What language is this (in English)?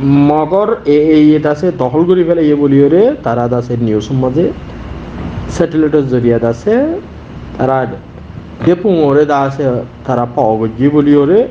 Rohingya